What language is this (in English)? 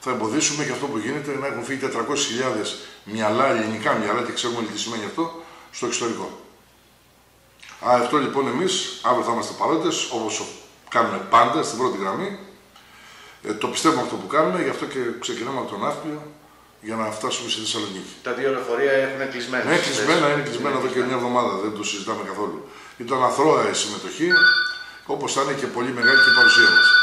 Greek